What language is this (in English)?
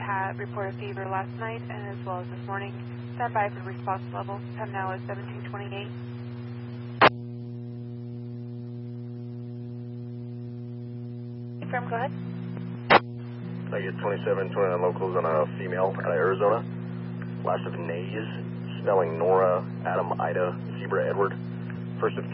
English